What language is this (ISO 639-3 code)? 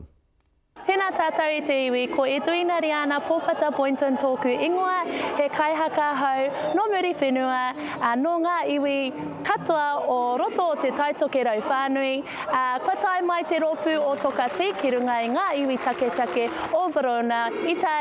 mri